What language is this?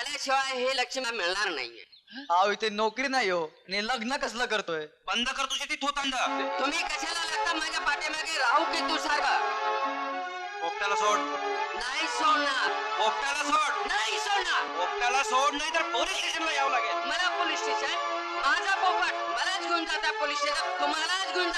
Marathi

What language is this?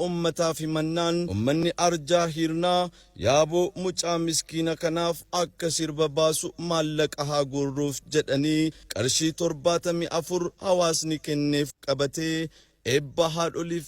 Oromo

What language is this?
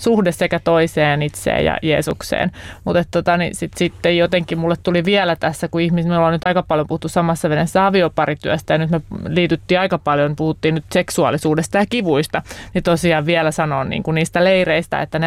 Finnish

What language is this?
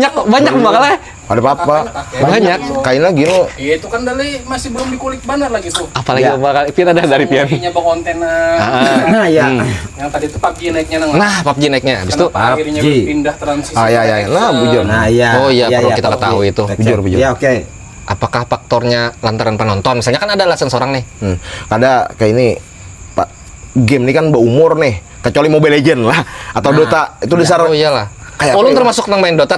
Banjar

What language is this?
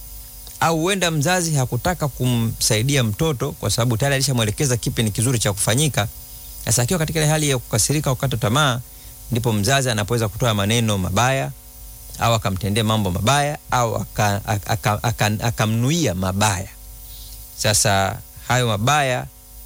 Swahili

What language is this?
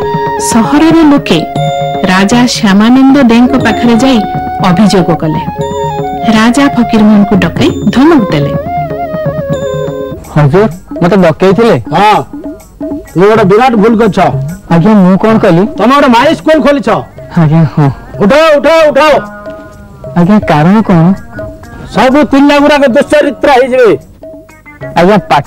Odia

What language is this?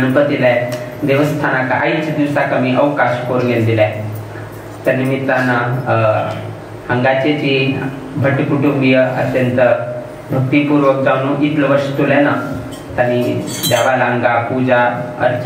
Konkani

